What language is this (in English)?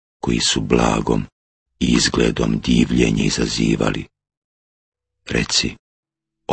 Bosnian